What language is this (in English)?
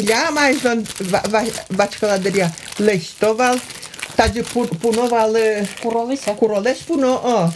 Udmurt